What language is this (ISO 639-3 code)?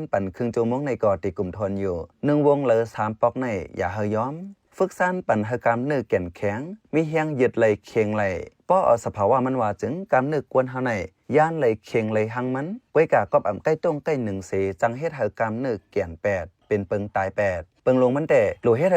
shn